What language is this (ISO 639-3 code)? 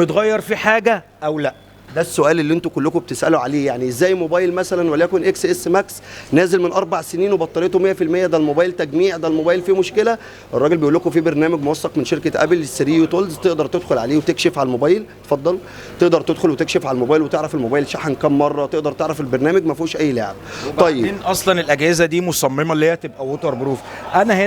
arz